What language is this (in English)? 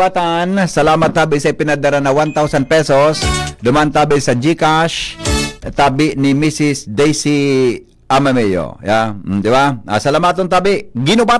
Bikol